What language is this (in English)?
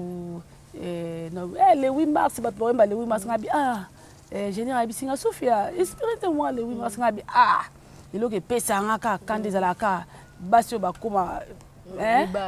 Lingala